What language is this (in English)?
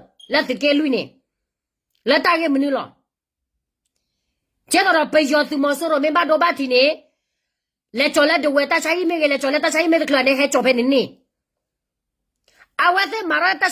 S'gaw Karen